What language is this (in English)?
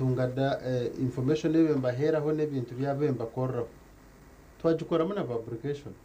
Nyankole